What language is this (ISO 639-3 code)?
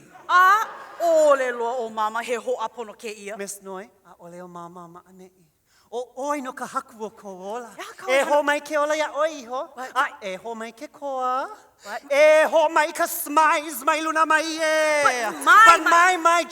haw